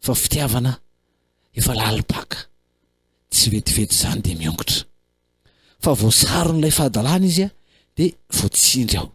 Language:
Malagasy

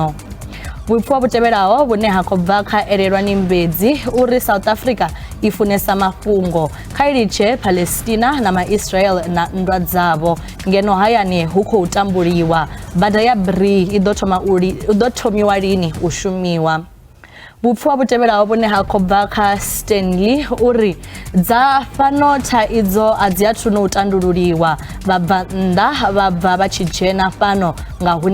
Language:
Venda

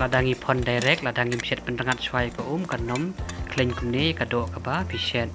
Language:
Khasi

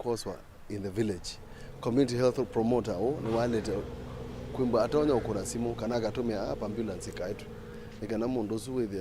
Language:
Kamba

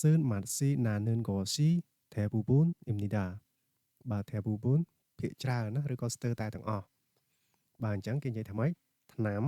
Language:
Khmer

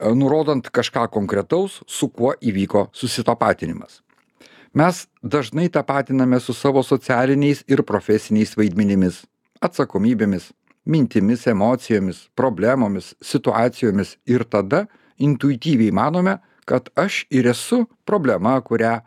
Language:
Lithuanian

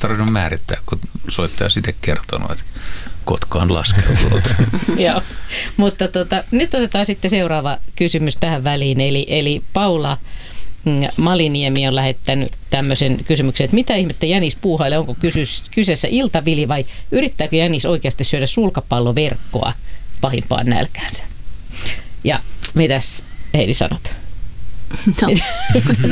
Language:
Finnish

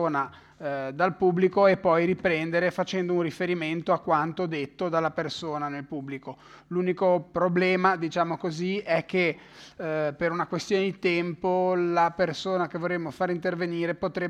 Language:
Italian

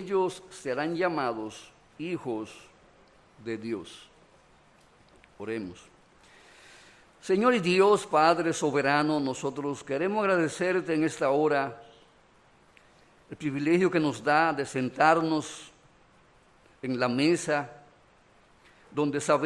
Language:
Spanish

